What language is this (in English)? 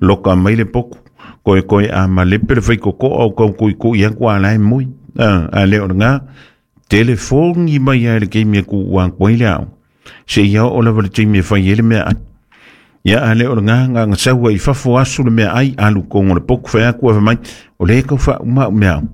Samoan